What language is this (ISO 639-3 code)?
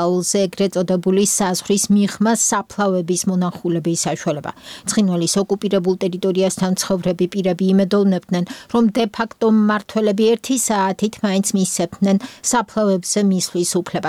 kat